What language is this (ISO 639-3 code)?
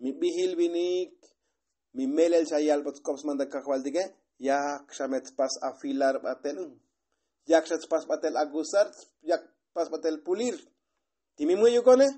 tzo